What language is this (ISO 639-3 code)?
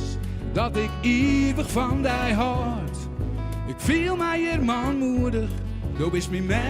fry